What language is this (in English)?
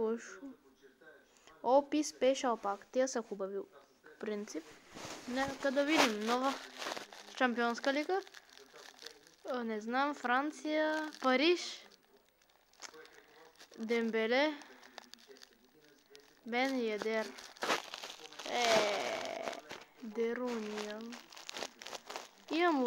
Bulgarian